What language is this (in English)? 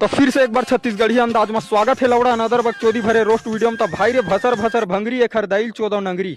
Chhattisgarhi